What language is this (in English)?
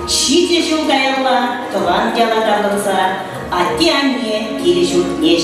Chuvash